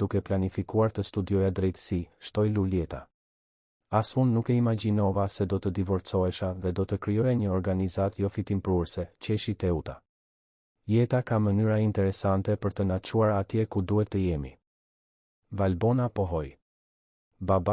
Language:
Albanian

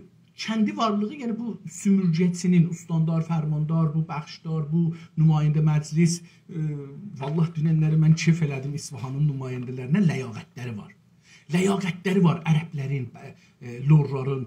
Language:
South Azerbaijani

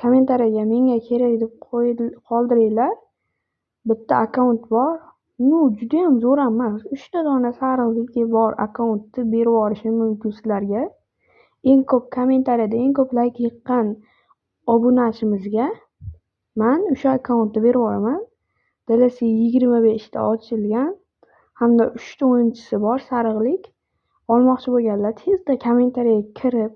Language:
Uzbek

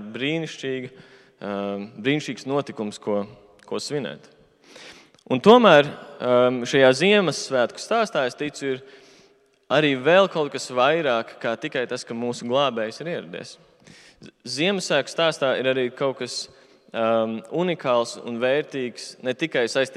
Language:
Latvian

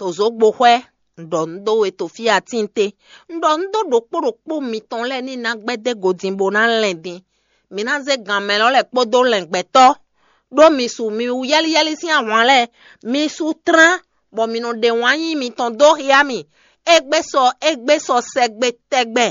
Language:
Fon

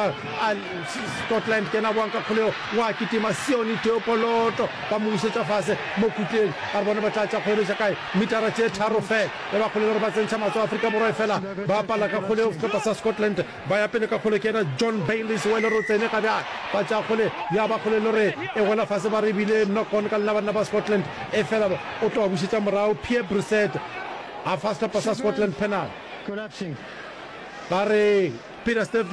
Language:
Northern Sotho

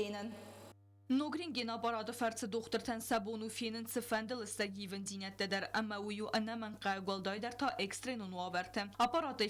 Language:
Ossetic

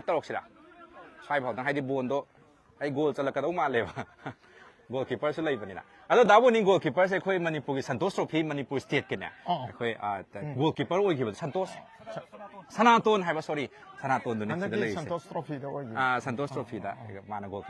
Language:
Manipuri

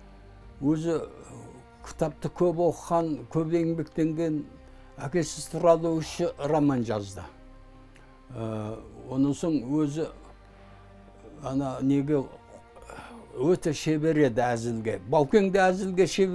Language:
Kazakh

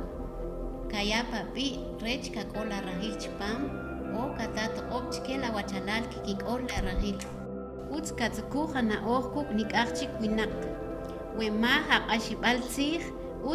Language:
Kʼicheʼ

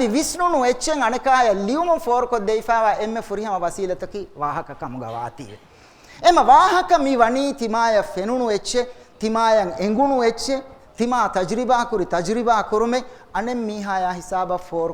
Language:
Divehi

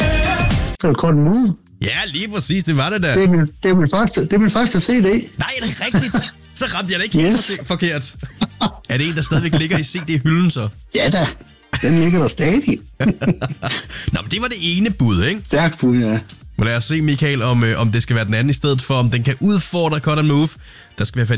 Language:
Danish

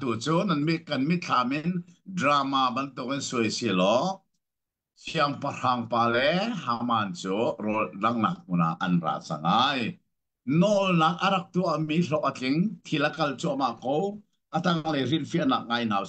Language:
Hakha Chin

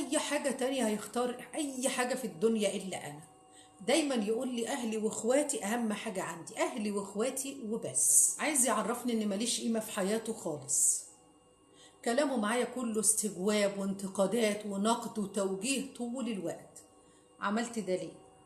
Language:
Egyptian Arabic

